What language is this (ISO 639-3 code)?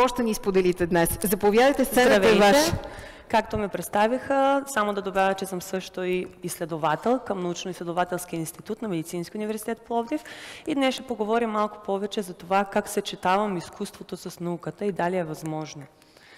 bul